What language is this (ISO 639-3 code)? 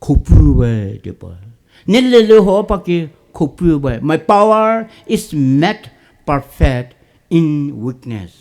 pmx